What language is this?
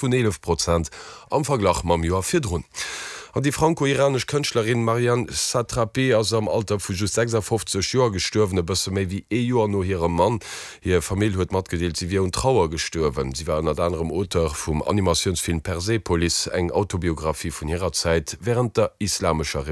Luxembourgish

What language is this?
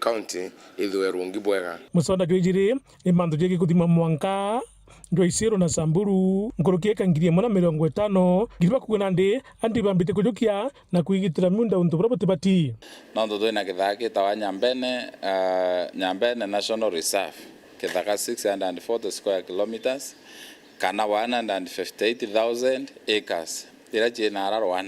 Meru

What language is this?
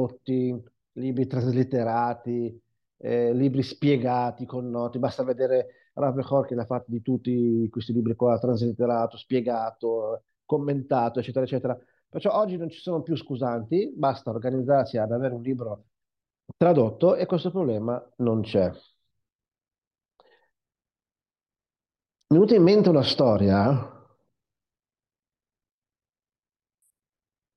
Italian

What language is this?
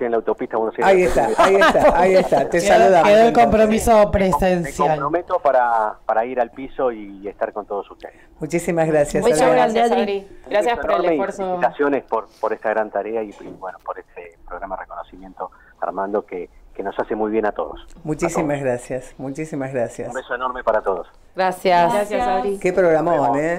Spanish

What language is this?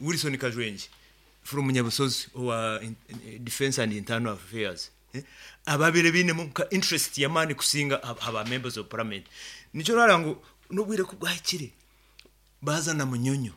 Nyankole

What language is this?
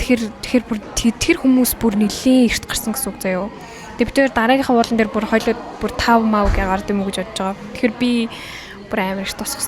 Mongolian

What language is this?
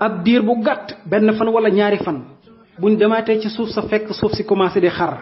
Wolof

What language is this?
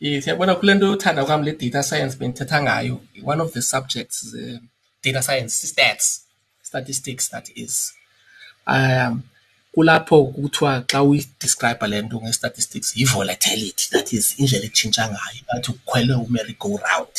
Xhosa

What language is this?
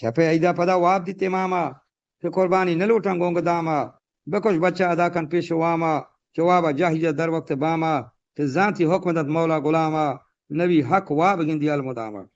Eastern Balochi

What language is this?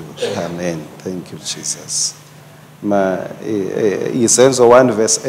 Swati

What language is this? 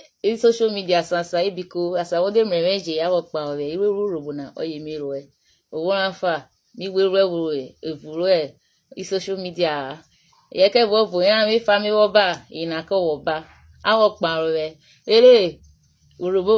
Urhobo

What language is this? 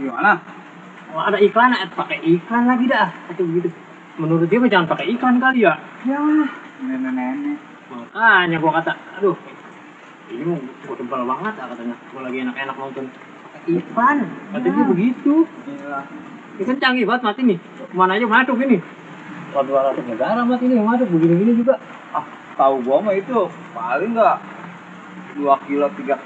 Betawi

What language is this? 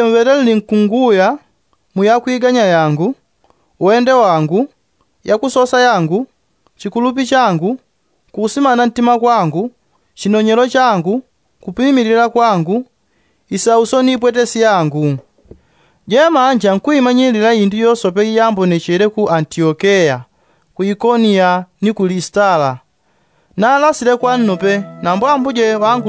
Yao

